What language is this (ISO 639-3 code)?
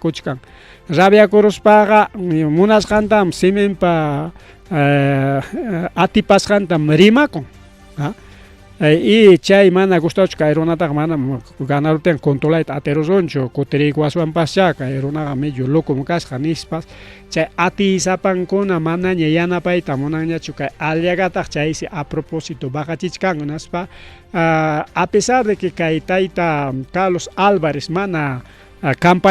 quy